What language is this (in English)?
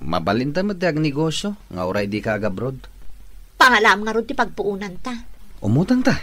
Iloko